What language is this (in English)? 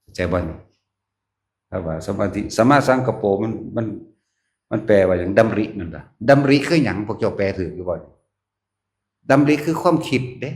Northeastern Thai